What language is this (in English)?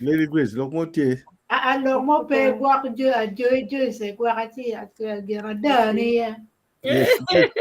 Acoli